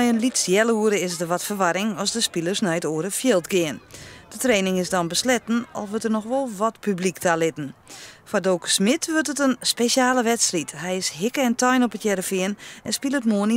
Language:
Western Frisian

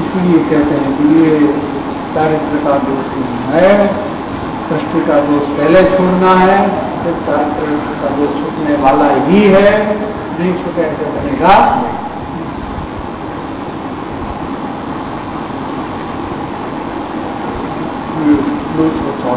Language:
Hindi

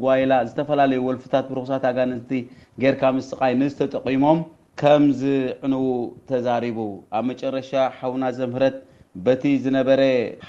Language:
Tigrinya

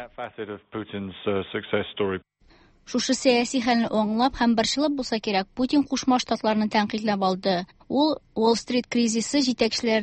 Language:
Tatar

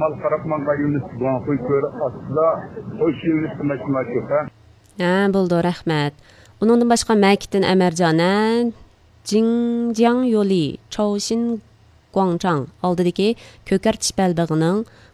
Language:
Uyghur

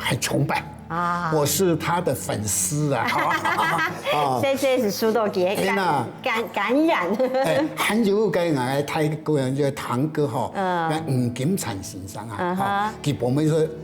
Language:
Hakka Chinese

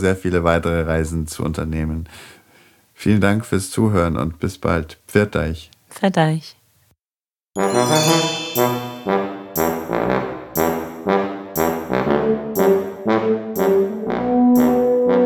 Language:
German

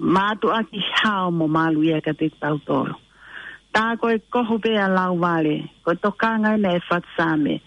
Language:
Tongan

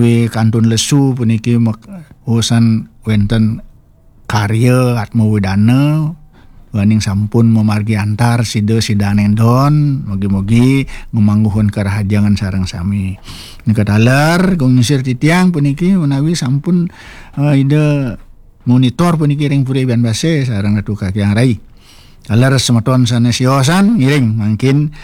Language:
Balinese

